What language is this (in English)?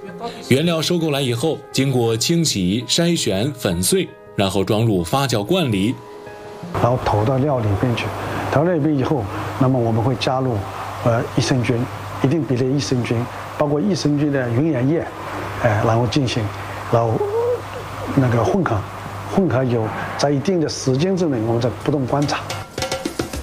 Chinese